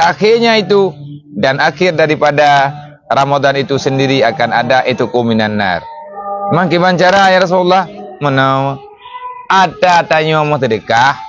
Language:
Achinese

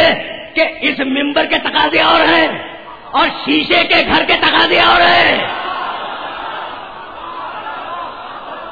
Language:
Urdu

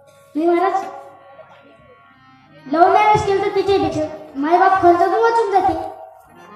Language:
Marathi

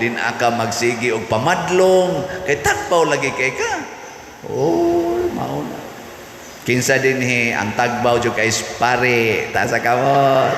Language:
Cebuano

